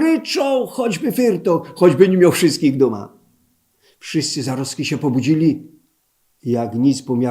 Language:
Silesian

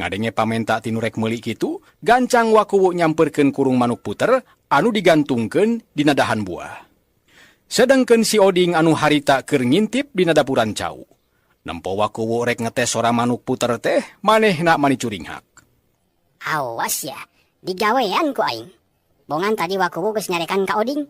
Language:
Sundanese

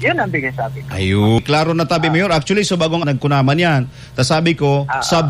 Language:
Bikol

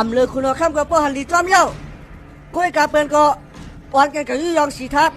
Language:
Shan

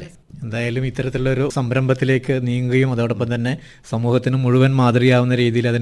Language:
Malayalam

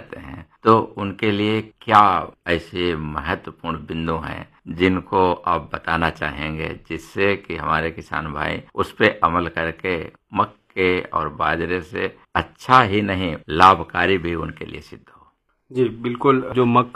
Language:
Hindi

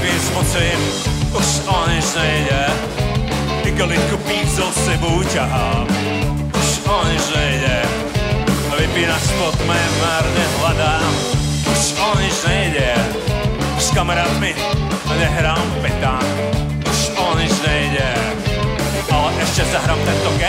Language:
Slovak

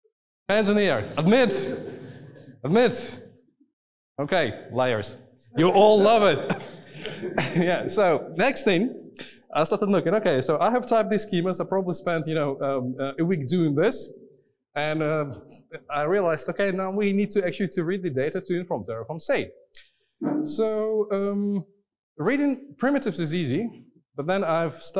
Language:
English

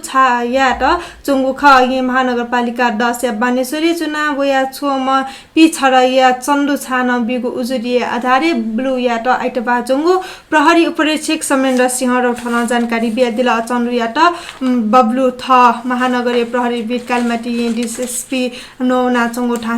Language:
Newari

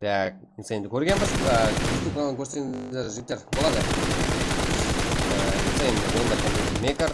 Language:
Kara-Kalpak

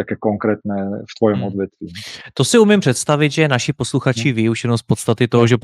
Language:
Slovak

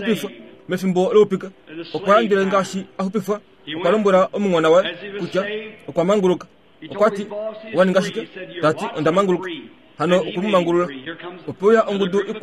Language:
Kuanyama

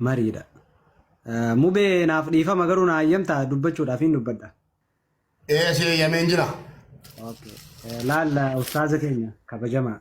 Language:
Oromo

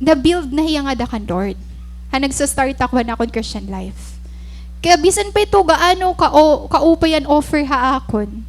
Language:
Waray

